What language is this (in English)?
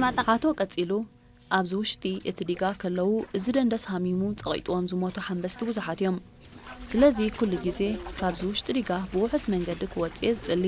Tigrinya